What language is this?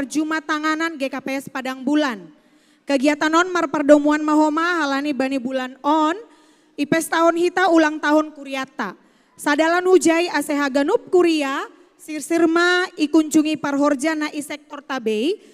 Batak Simalungun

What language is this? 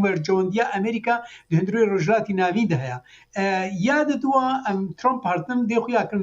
Kurdish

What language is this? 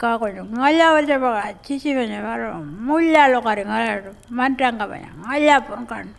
Pitjantjatjara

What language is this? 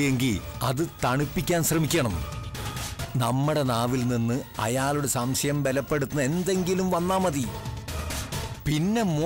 Malayalam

